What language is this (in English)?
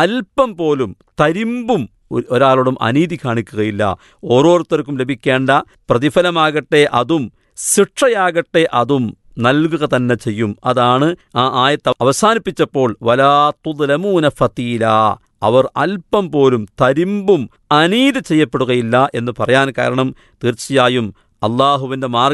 Malayalam